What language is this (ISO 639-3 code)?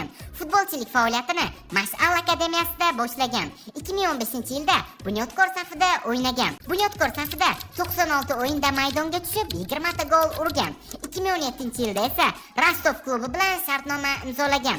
uzb